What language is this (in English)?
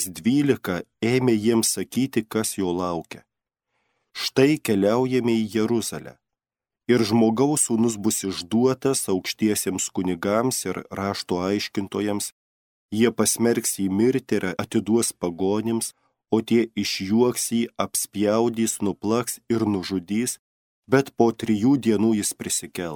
Lithuanian